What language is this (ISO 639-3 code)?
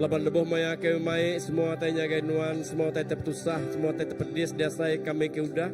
iba